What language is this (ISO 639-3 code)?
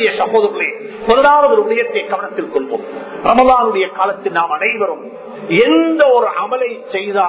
tam